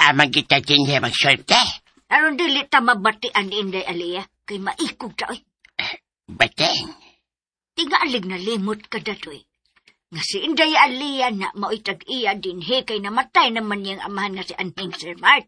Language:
Cebuano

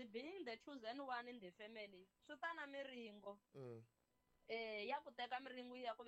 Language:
Tsonga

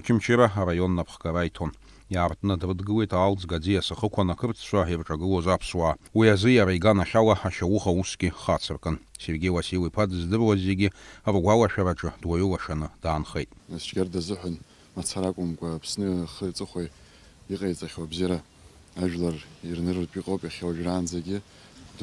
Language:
Abkhazian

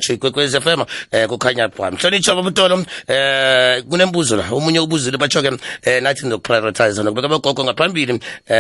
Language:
South Ndebele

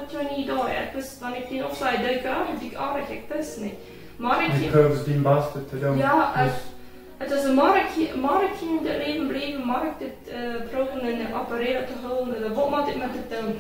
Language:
Plautdietsch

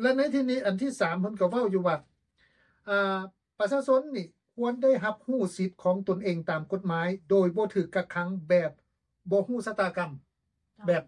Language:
Lao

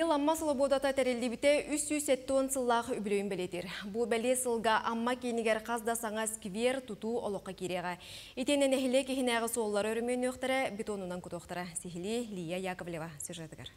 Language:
Yakut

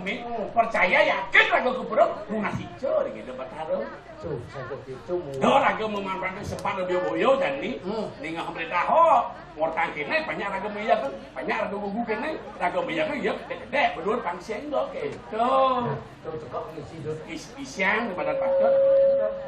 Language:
Balinese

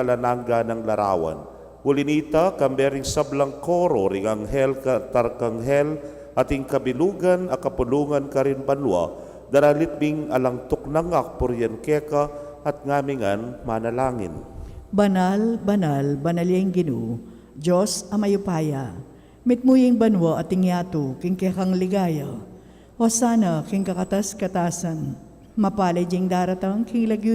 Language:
Pampanga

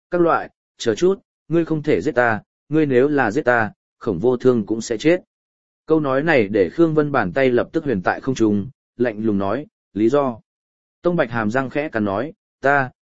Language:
Vietnamese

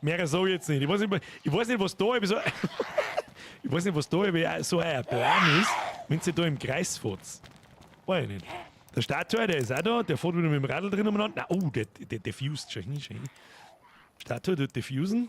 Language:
Bavarian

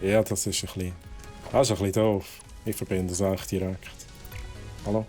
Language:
Swiss German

